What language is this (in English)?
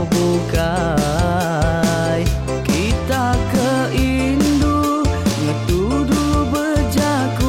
Iban